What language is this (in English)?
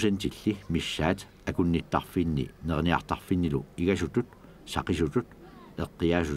Kalaallisut